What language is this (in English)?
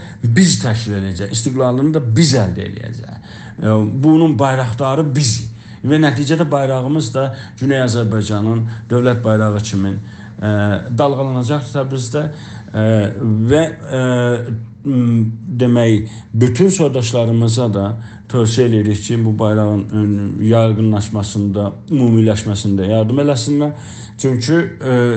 South Azerbaijani